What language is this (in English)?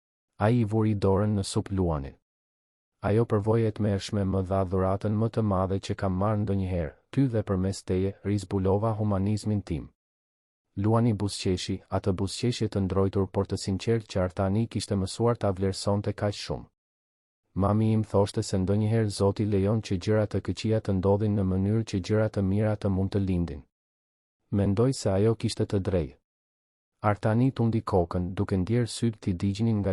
Albanian